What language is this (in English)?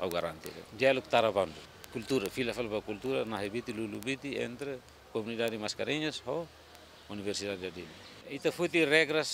Tetum